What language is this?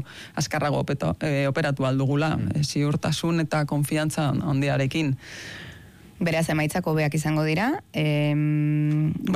Basque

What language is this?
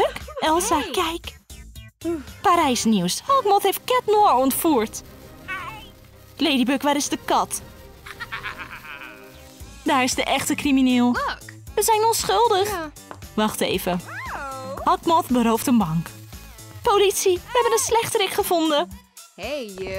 Dutch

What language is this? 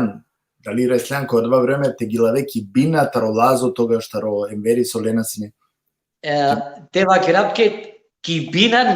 Balkan Romani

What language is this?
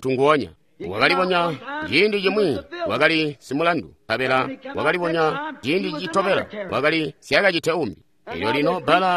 Tonga (Zambia)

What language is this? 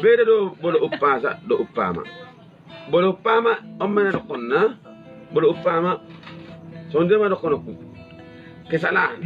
Batak Toba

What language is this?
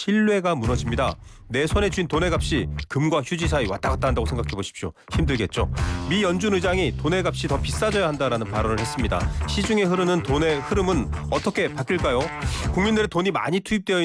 Korean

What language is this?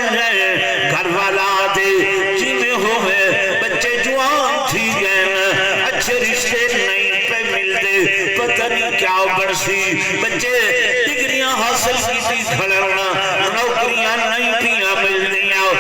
Saraiki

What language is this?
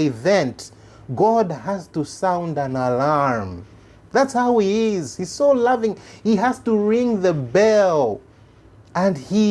English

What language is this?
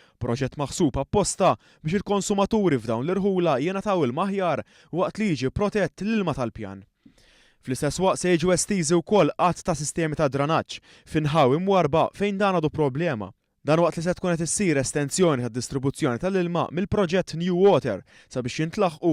Maltese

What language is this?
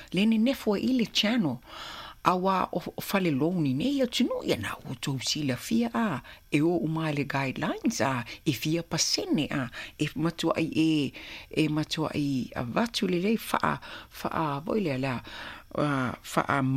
Samoan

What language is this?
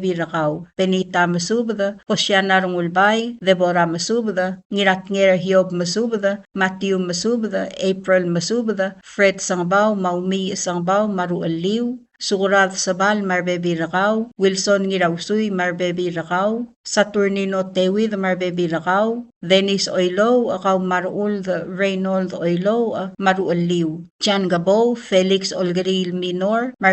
Palauan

